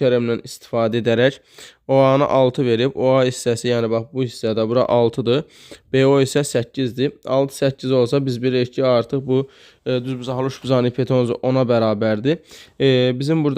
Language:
Azerbaijani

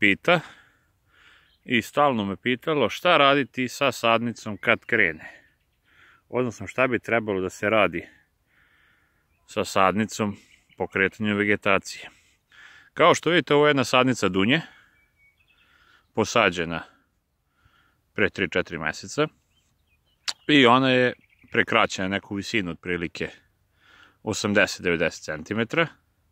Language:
Serbian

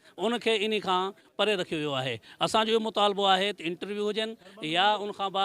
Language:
Sindhi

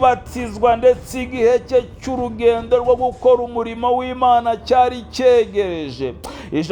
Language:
Kinyarwanda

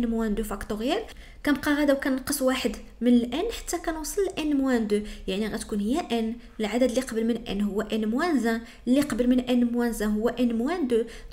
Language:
Moroccan Arabic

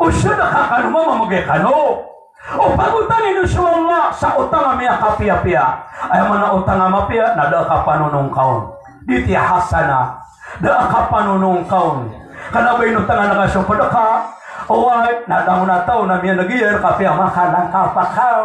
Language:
Maranao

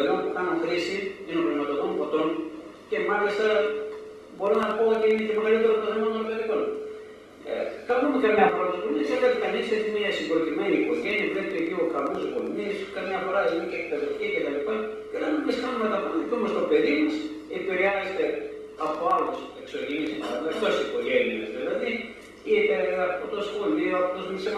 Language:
Greek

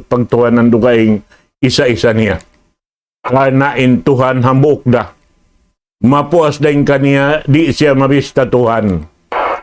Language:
Tausug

